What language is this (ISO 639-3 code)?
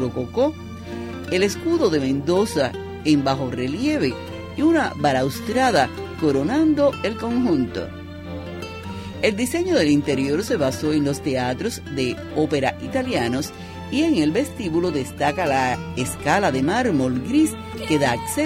spa